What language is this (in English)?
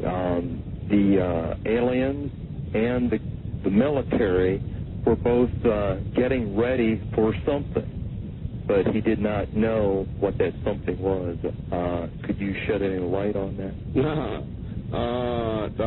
English